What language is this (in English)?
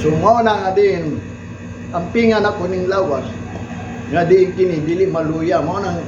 Cebuano